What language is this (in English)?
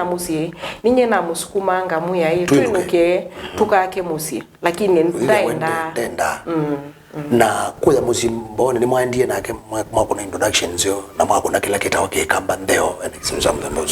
Kamba